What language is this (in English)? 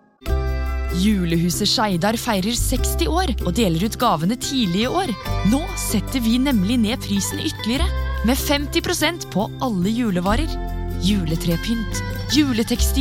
Norwegian